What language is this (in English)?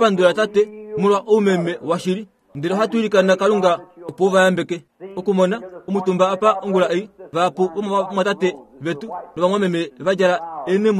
Kuanyama